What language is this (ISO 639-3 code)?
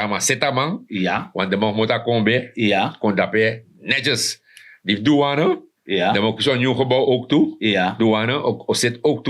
srn